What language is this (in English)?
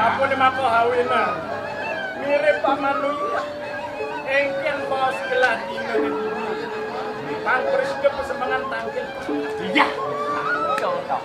Balinese